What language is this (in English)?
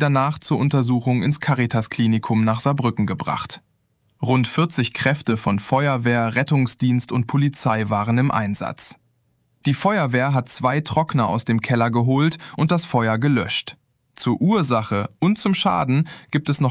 German